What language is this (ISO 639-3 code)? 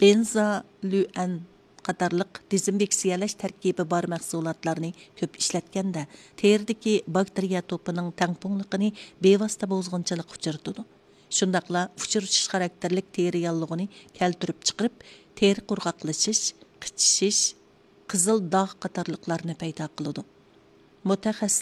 uig